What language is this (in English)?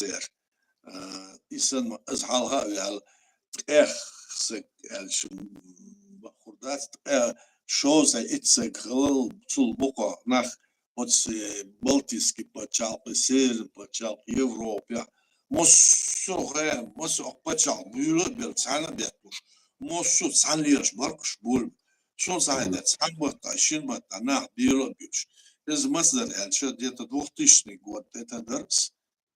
Chechen